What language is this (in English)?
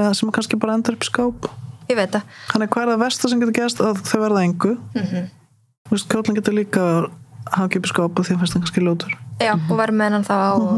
Icelandic